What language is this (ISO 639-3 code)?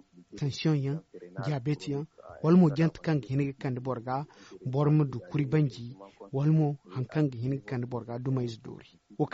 dje